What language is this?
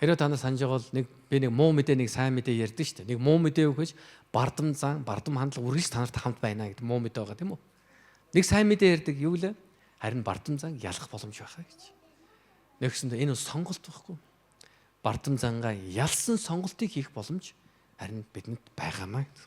Mongolian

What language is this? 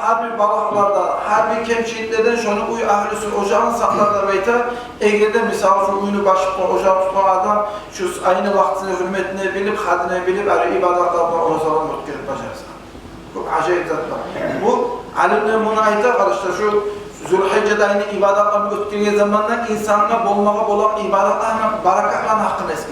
Kumyk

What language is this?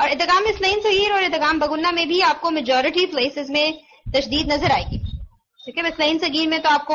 Urdu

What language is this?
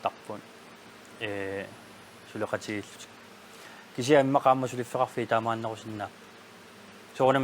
Kalaallisut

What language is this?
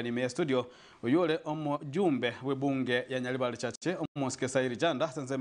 Gusii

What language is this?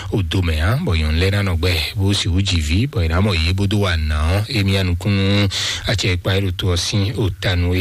Fon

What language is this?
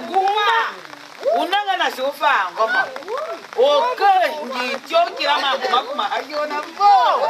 Tiv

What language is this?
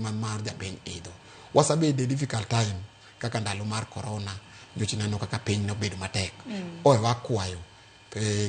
Luo (Kenya and Tanzania)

